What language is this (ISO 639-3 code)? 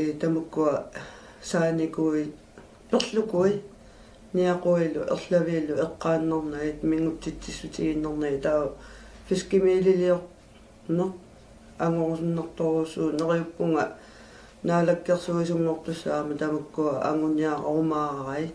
kal